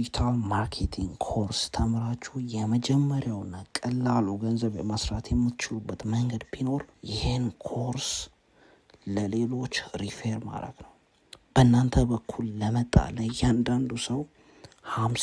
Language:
Amharic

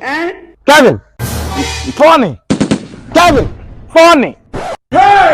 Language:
Nigerian Pidgin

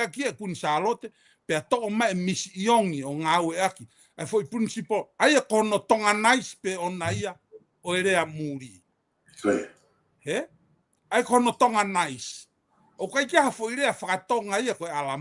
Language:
Tongan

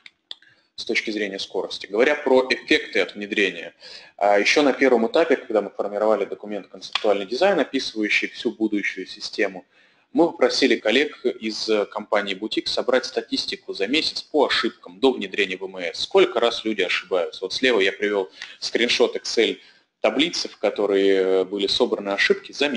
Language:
Russian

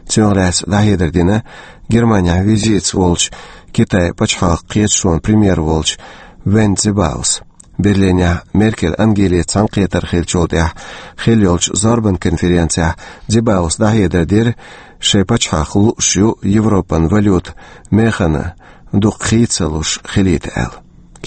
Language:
Chechen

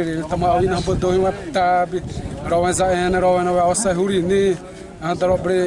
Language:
Xavánte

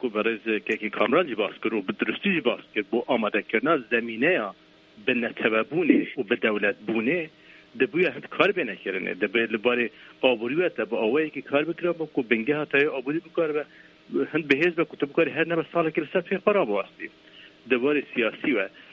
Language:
Kurdish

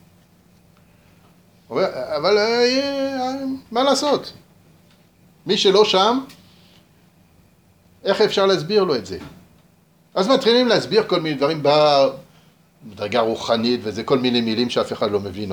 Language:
Hebrew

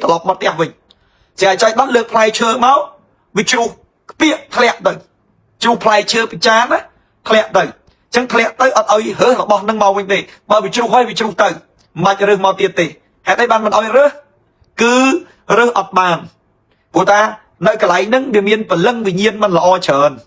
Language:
Khmer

